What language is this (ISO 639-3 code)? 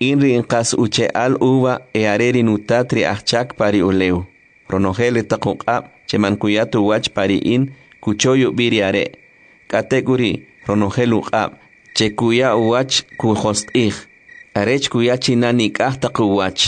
quc